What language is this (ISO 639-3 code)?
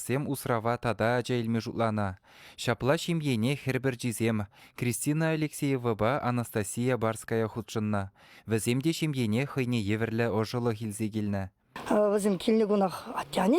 chv